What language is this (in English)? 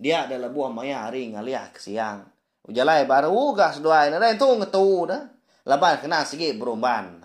Iban